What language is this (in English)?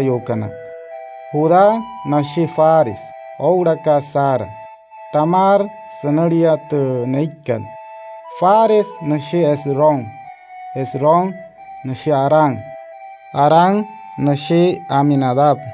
Wayuu